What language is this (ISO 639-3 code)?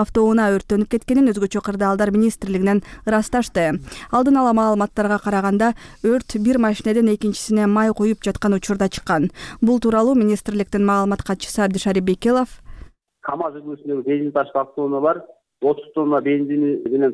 kir